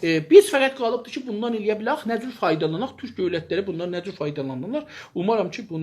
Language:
South Azerbaijani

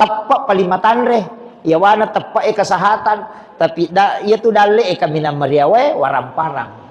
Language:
Buginese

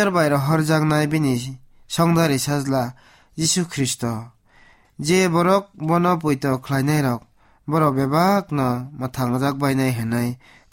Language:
Kok Borok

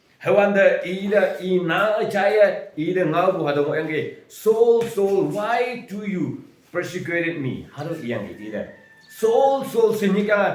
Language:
Konyak Naga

